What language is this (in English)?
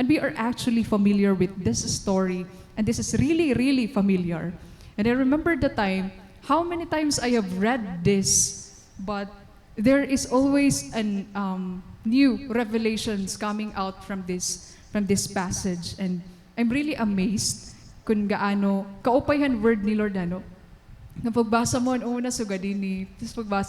Waray